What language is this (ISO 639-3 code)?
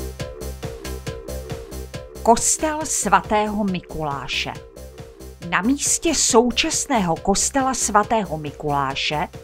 ces